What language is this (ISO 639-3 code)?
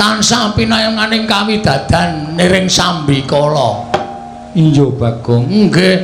jav